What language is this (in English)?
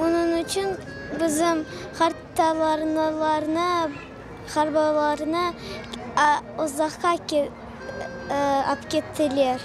Crimean Tatar